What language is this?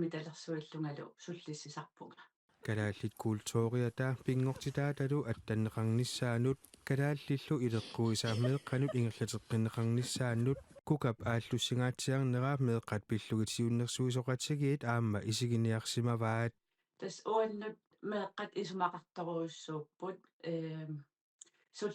Kalaallisut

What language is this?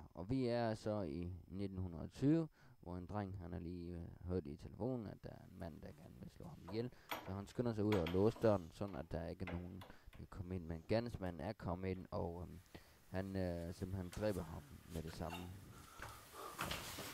Danish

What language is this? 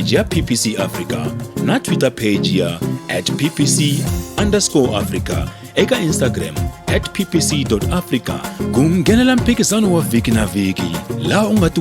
Tsonga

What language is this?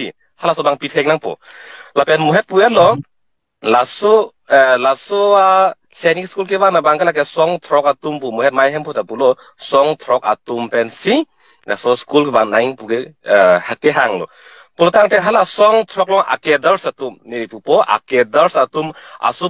Karbi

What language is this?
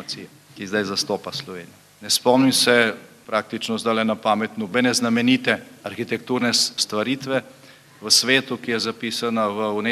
Slovenian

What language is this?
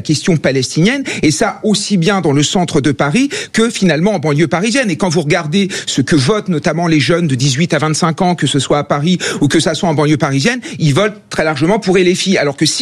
French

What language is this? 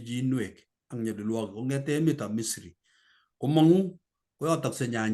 Kalenjin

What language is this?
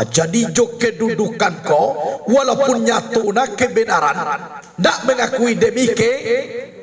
Minangkabau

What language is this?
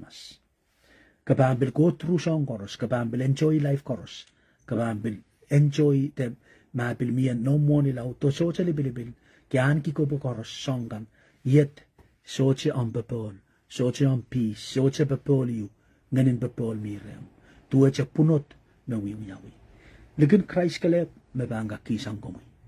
Pohnpeian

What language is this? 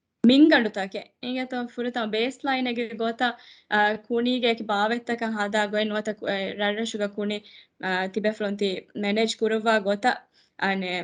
Divehi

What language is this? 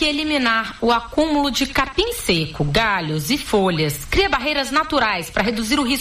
Portuguese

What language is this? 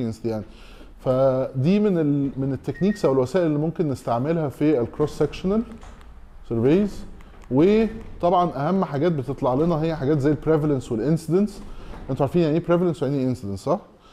Egyptian Arabic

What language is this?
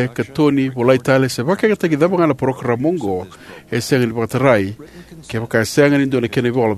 Fijian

